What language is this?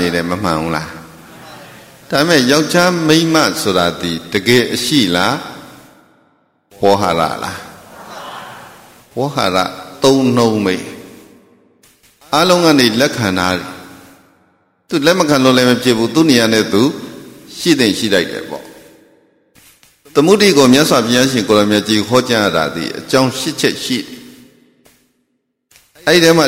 Burmese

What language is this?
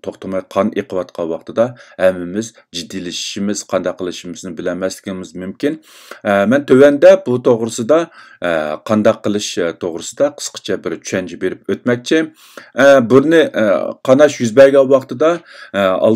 Uyghur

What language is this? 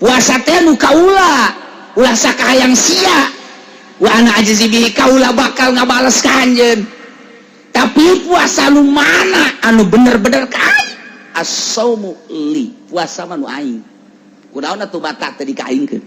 Sundanese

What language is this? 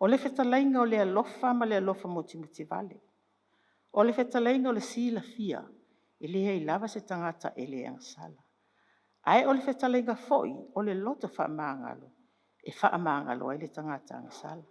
Samoan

